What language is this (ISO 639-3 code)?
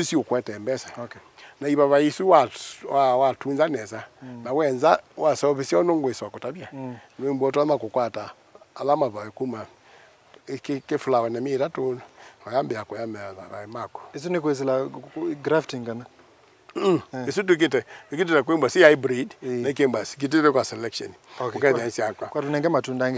kam